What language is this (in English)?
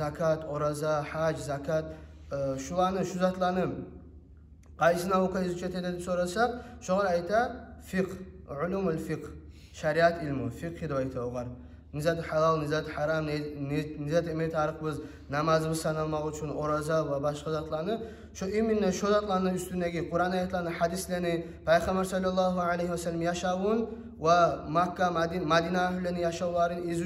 Kumyk